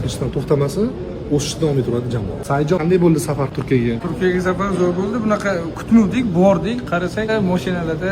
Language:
Uzbek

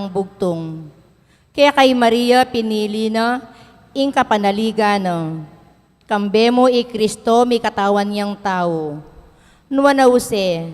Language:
Pampanga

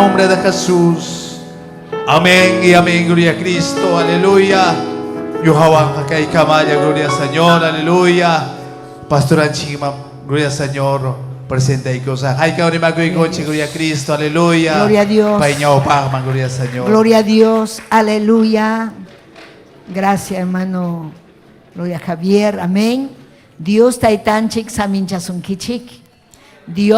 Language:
Ayacucho Quechua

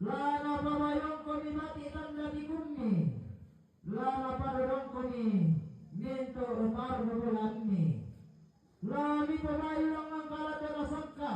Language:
Toraja-Sa'dan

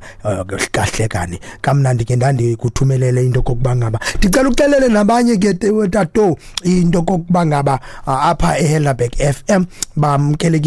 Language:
Xhosa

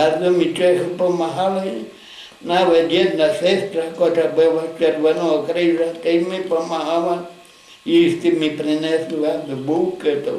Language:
Rusyn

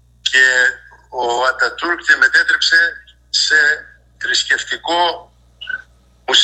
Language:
Greek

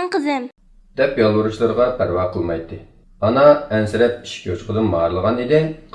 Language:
Uyghur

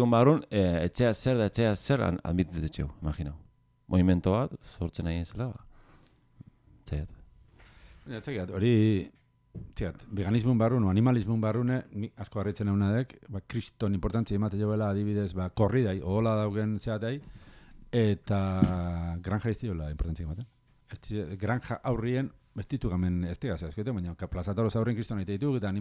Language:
Basque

